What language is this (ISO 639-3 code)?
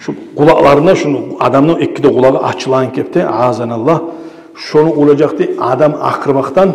kum